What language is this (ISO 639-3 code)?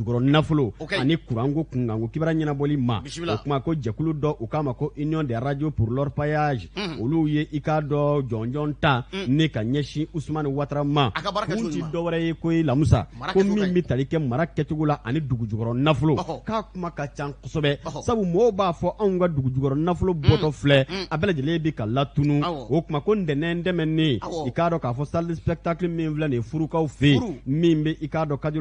bam